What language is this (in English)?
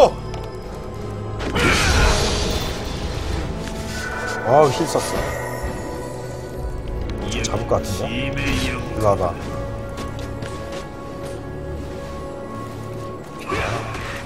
Korean